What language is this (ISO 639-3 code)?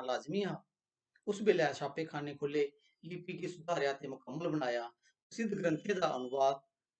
doi